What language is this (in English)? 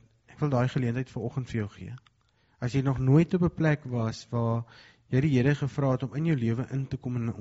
Afrikaans